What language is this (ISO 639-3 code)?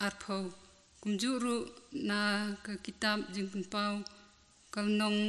kha